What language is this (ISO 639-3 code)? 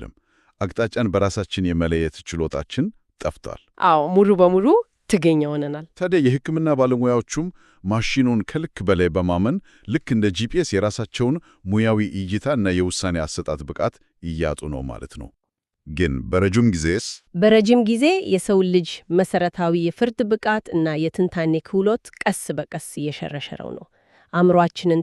amh